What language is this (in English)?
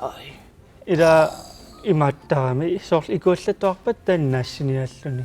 Kalaallisut